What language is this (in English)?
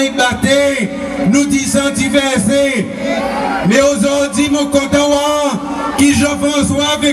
Seselwa Creole French